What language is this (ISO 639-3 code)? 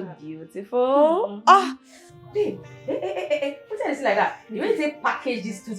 pcm